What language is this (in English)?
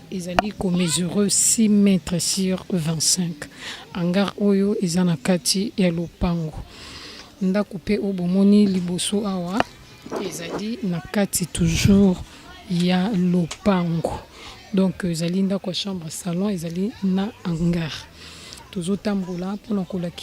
Lingala